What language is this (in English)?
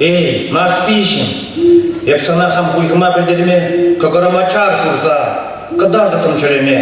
Chuvash